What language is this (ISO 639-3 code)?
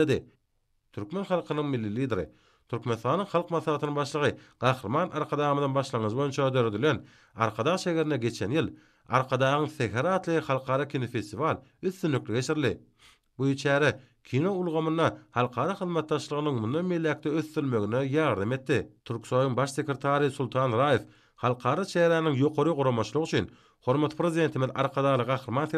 tuk